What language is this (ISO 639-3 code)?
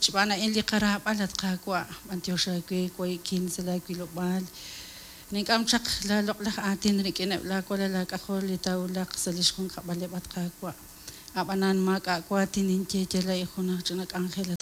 kek